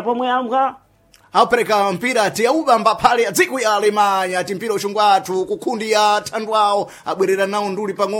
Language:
Sena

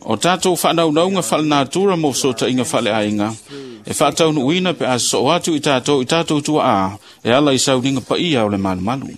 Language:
Samoan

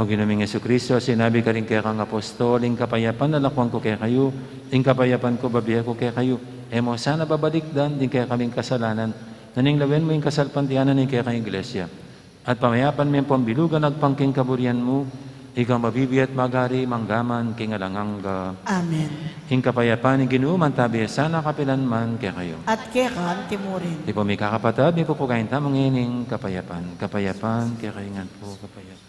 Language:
Pampanga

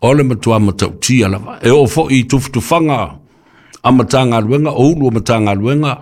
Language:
Samoan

